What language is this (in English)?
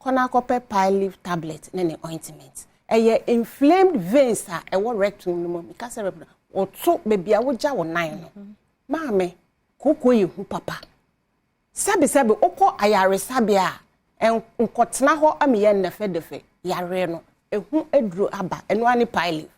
Akan